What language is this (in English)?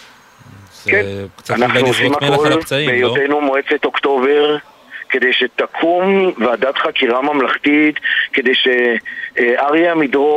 Hebrew